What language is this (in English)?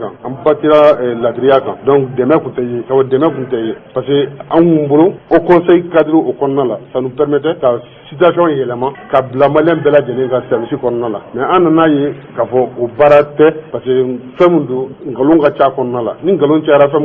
Bambara